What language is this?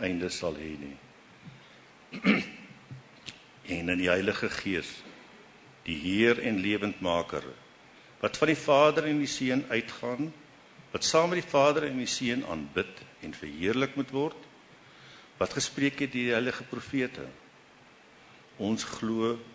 Afrikaans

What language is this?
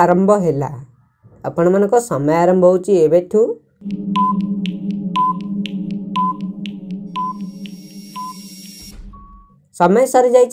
Odia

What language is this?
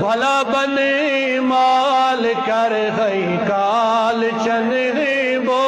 Kashmiri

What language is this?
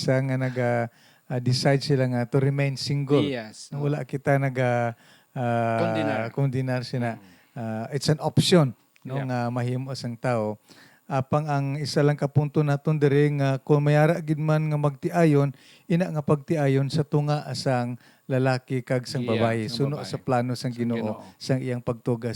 Hiligaynon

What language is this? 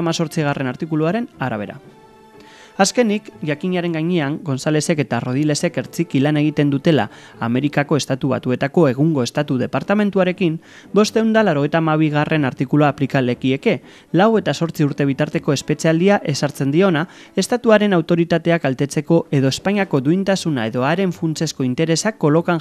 Basque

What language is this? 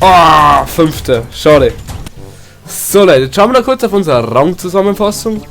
Bavarian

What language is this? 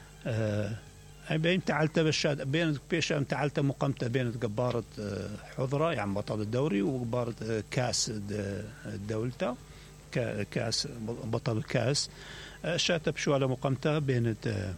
Mesopotamian Arabic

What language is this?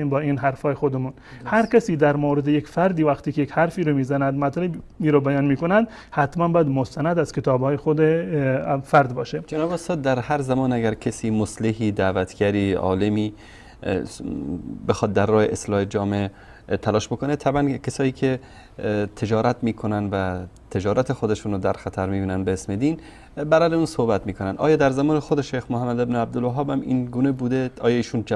Persian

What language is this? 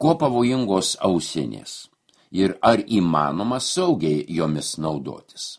Lithuanian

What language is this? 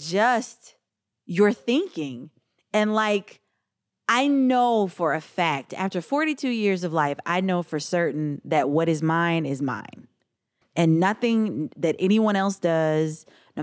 English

